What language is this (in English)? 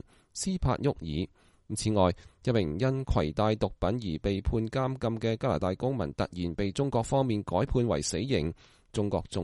Cantonese